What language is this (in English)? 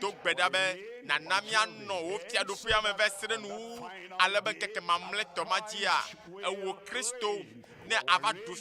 Ewe